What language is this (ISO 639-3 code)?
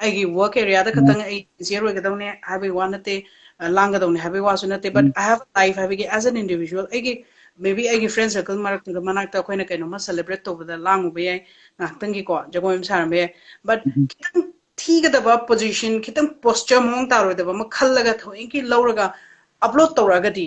mni